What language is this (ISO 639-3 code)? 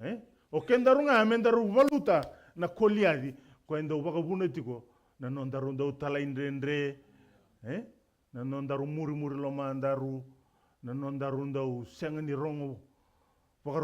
fij